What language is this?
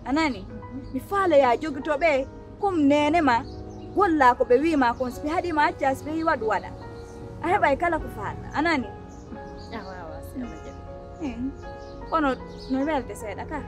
Pular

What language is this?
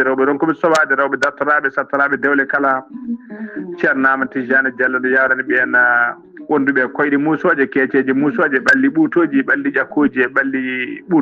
Fula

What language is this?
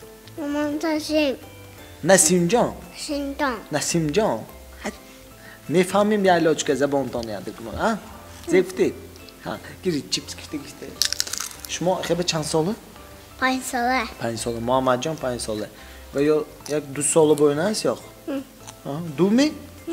Tajik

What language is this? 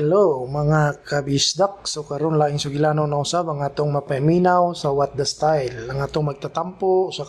Cebuano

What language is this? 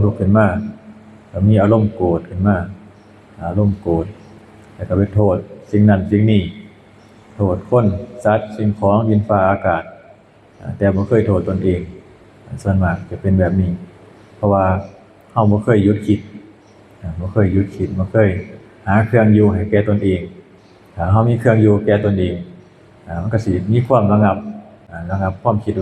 Lao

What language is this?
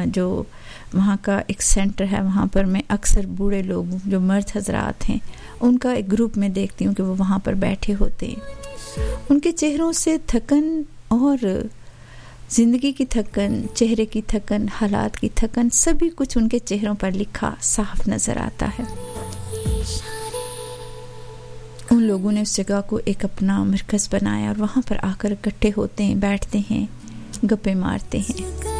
Urdu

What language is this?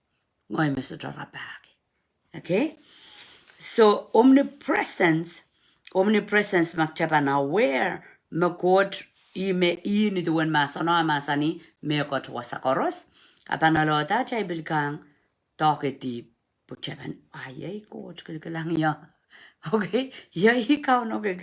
Pohnpeian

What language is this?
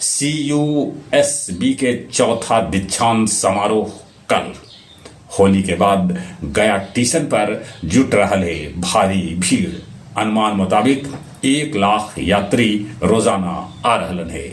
Magahi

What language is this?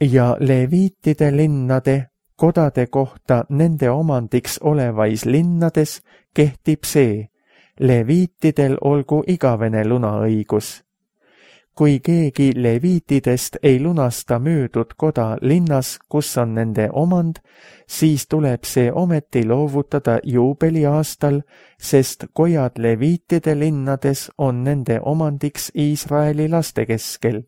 Estonian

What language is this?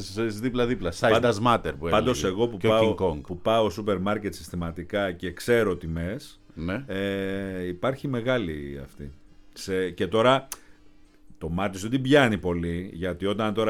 Greek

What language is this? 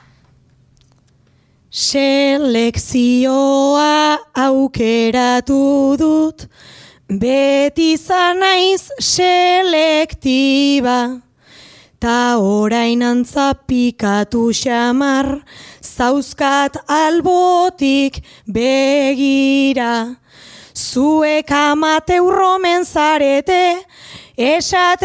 Basque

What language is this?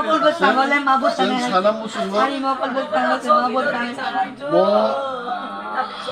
Kok Borok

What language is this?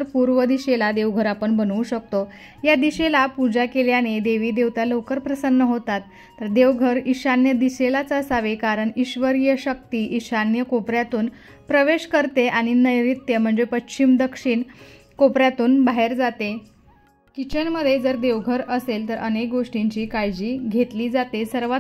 Marathi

